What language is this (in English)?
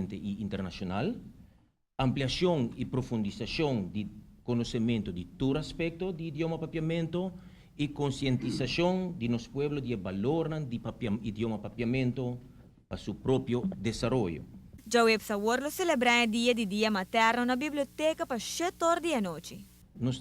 Papiamento